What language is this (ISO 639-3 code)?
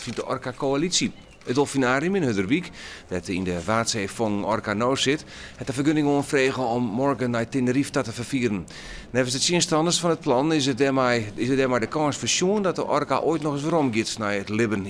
fry